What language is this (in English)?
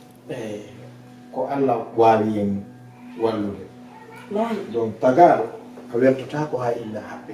Fula